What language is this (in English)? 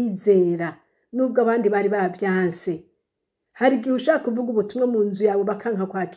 Rundi